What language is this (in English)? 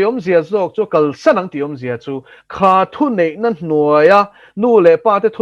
Mizo